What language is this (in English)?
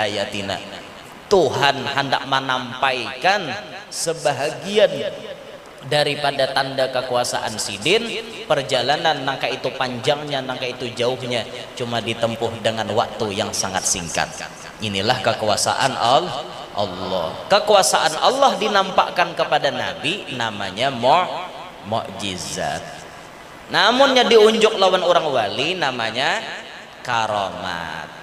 Banjar